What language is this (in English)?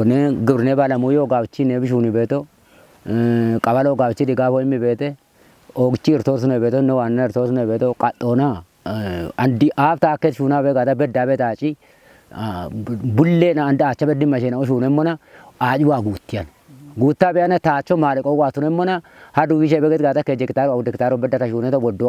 Kafa